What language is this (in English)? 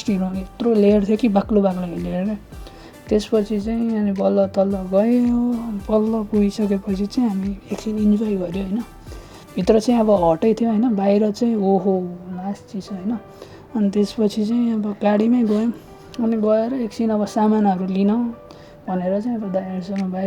Nepali